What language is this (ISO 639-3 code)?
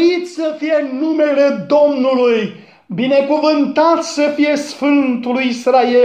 ron